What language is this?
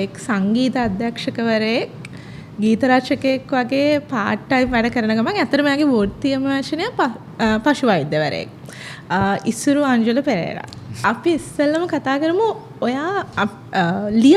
Sinhala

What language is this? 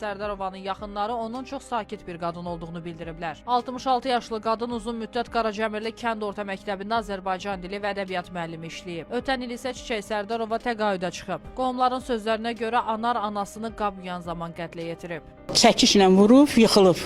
Azerbaijani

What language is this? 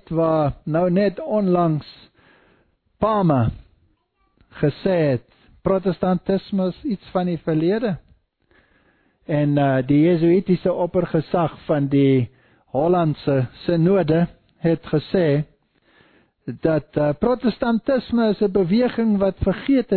Afrikaans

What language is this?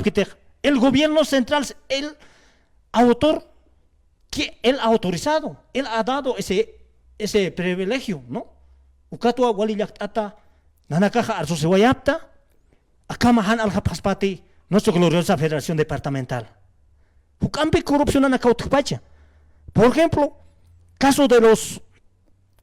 Aymara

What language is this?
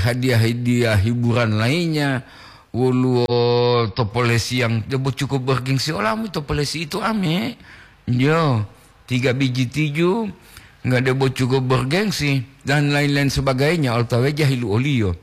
Gorontalo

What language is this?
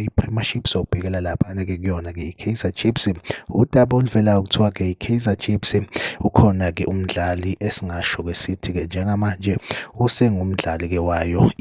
Zulu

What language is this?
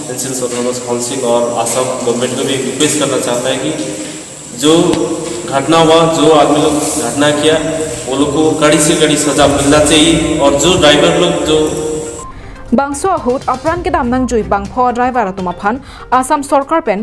Karbi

